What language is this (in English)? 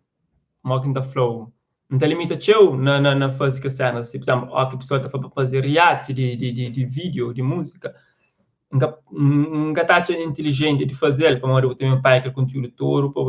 Kabuverdianu